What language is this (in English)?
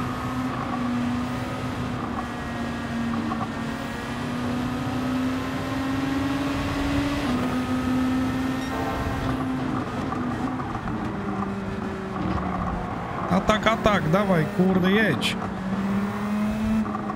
Polish